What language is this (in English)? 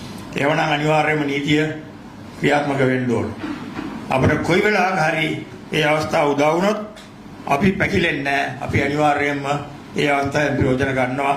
Sinhala